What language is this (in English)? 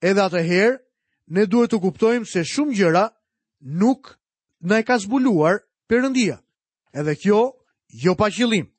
Albanian